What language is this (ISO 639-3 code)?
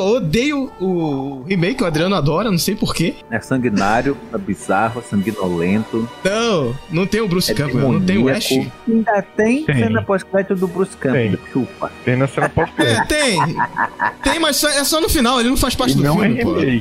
por